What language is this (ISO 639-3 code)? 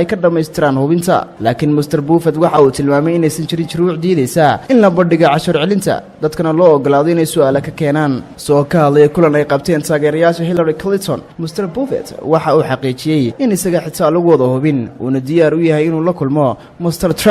som